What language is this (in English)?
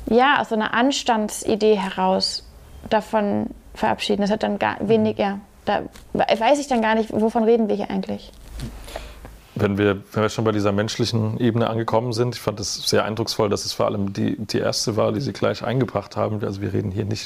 German